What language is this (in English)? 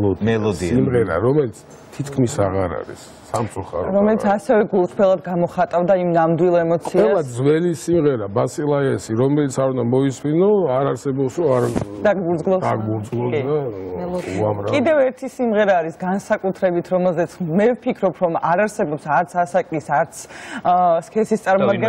Georgian